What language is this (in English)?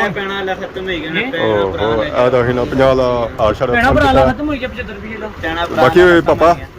Pahari-Potwari